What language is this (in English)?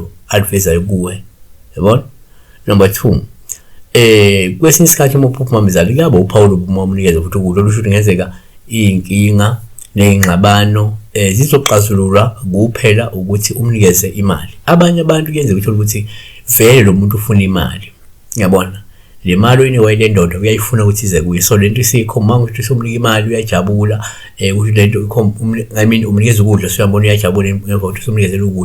Zulu